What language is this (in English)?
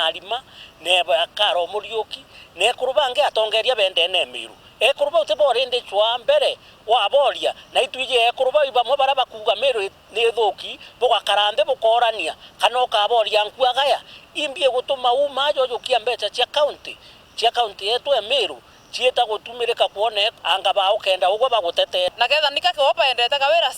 Meru